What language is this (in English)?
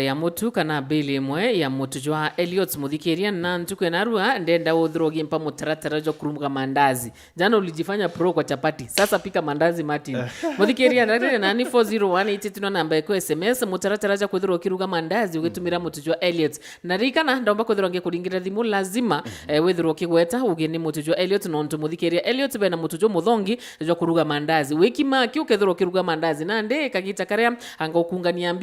Meru